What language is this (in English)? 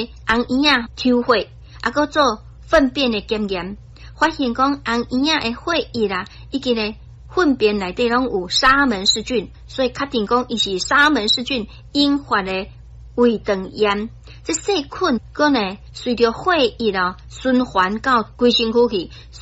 Min Nan Chinese